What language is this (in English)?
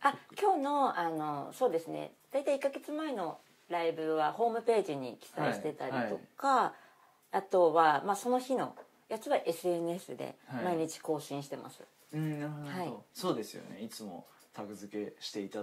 Japanese